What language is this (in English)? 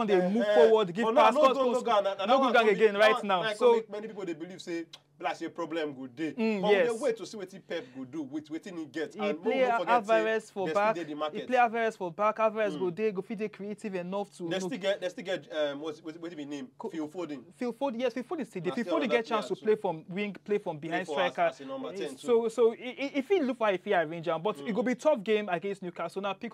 Nigerian Pidgin